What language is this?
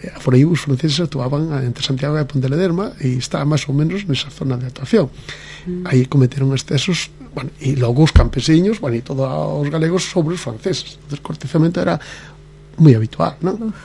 Galician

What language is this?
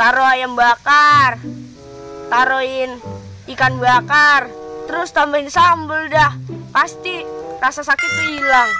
Betawi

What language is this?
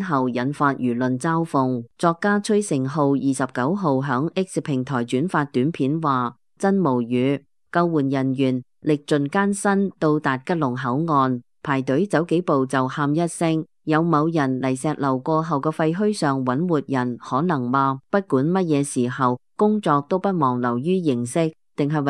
Cantonese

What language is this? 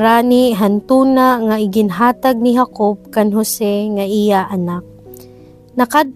Waray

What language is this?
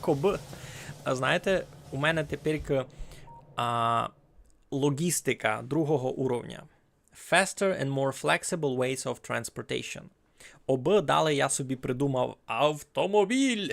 Rusyn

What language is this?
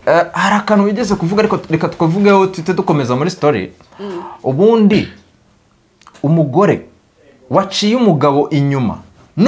Kinyarwanda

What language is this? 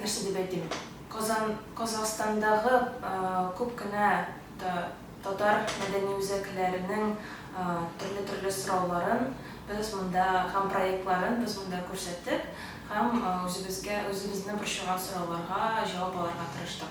Tatar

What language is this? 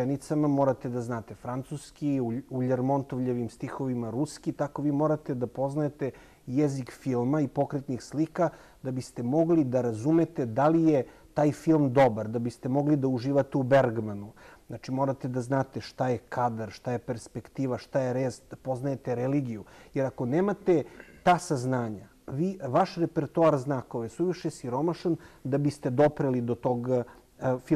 Serbian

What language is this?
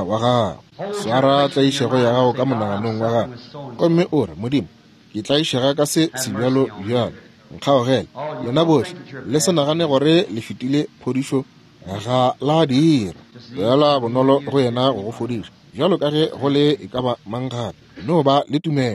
Northern Sotho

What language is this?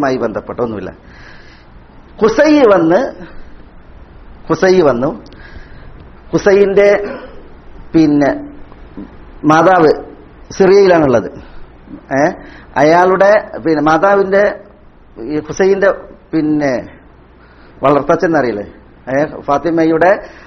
Malayalam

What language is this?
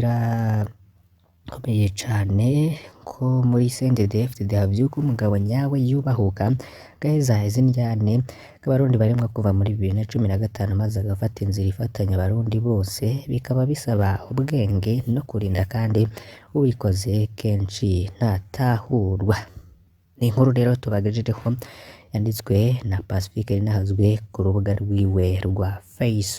Rundi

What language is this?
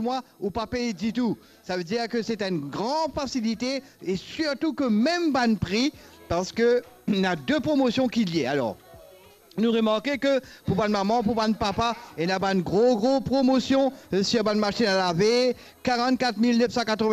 Morisyen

